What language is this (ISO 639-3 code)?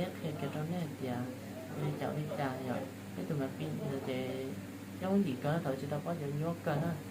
hmn